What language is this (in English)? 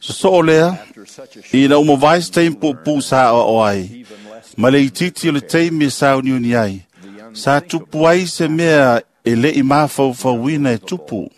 Samoan